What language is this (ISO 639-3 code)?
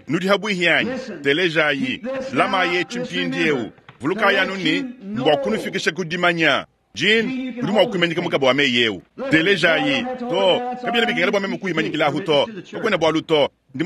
lua